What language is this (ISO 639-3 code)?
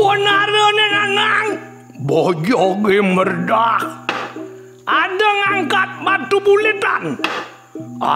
ban